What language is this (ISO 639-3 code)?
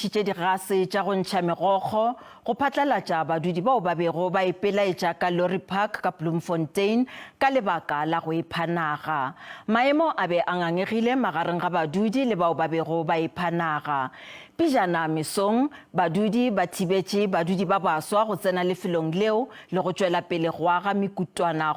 nso